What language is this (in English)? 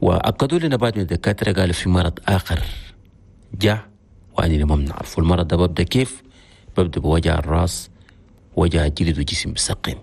Chadian Arabic